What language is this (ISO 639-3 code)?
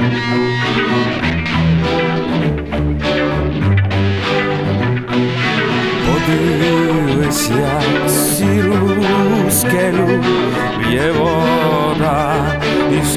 ukr